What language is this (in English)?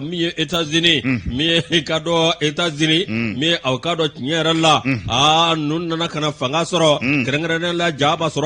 Bambara